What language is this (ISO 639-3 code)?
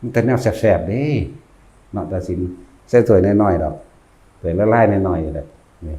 tts